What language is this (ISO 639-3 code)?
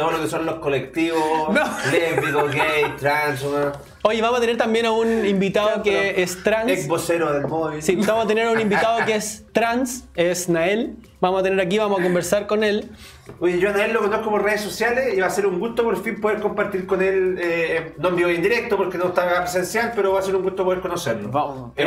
spa